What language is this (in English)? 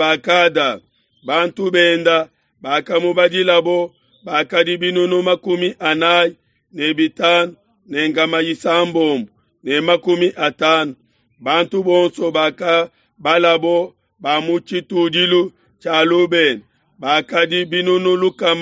Luba-Lulua